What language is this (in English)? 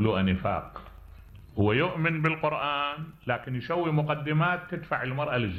Mesopotamian Arabic